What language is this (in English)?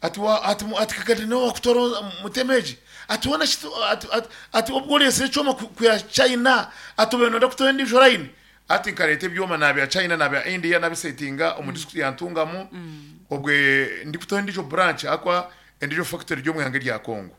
Nyankole